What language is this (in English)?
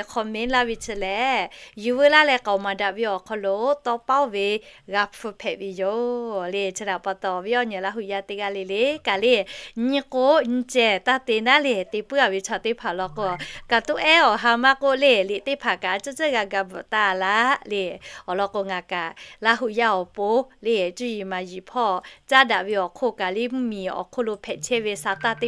Lahu